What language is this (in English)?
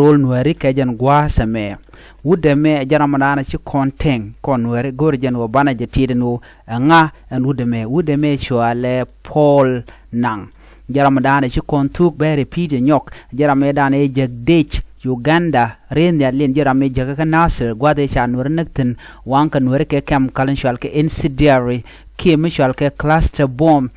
Nuer